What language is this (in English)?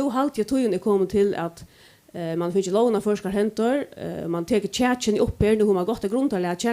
Faroese